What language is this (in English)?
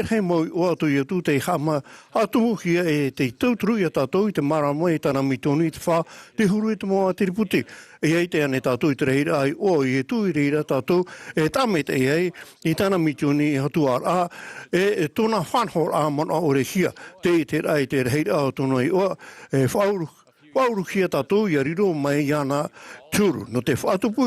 Tahitian